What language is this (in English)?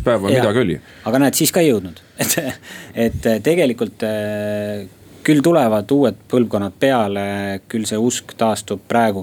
Estonian